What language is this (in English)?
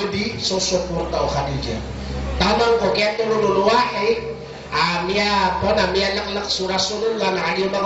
Maranao